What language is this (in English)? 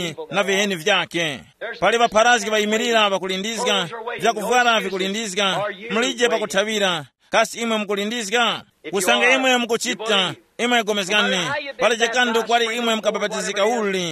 Tumbuka